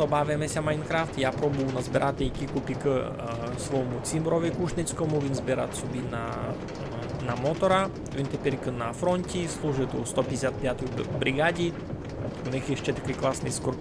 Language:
Rusyn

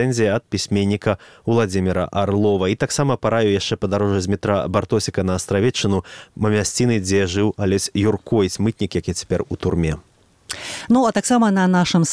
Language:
Belarusian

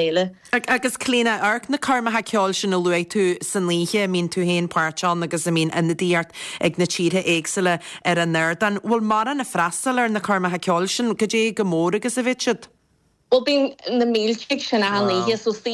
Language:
Irish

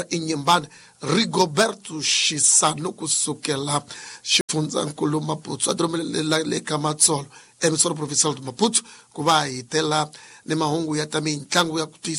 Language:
Tsonga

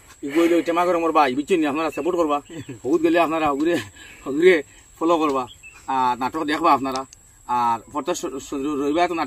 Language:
Sylheti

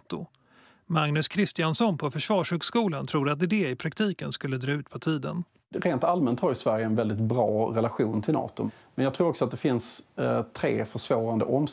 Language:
Swedish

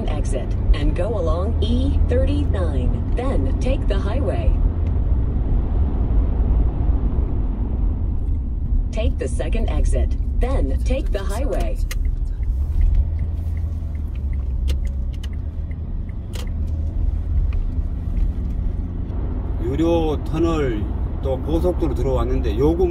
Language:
Korean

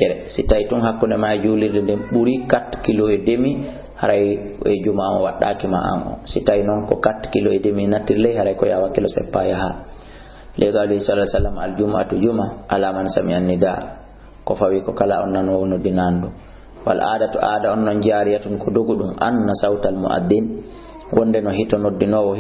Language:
Fula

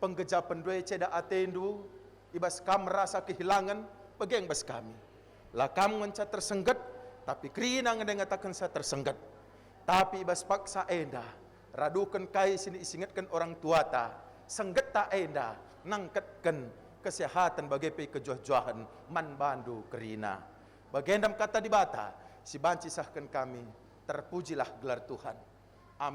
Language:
Batak Karo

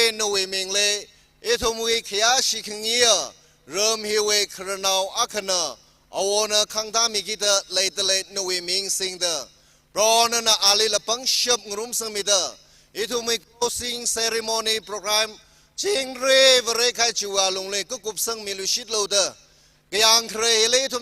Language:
Tangkhul Naga (India)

